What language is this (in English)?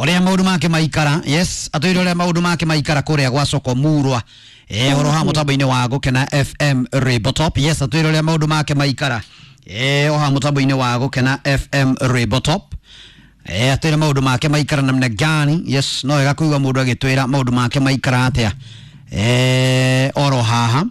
Kikuyu